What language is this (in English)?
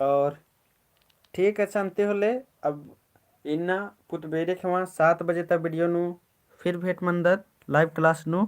Kurukh